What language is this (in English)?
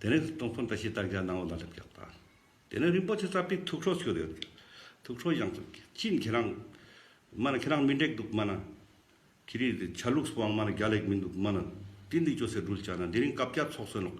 Ladakhi